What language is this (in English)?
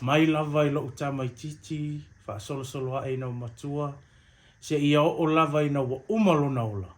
Samoan